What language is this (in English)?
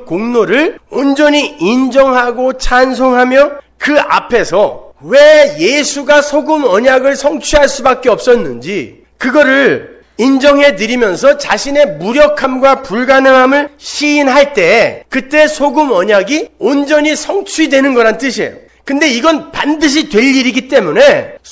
Korean